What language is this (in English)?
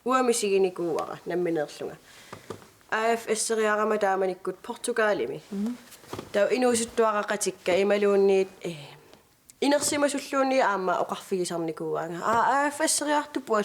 Kalaallisut